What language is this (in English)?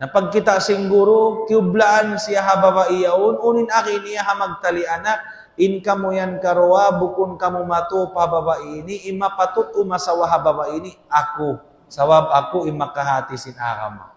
Tausug